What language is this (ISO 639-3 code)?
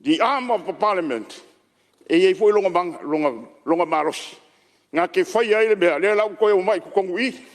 smo